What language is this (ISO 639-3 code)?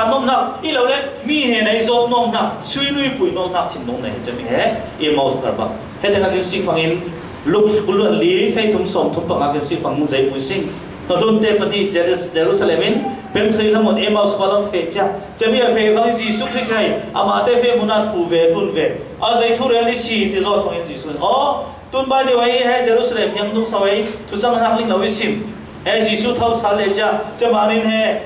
cfm